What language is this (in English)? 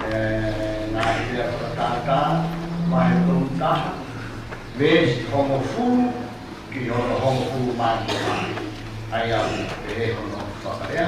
Tongan